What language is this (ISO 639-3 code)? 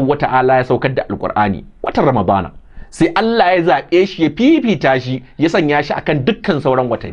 hau